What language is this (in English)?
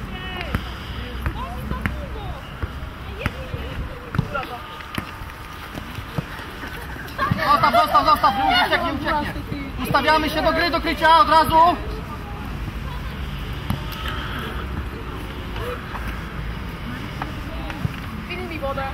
Polish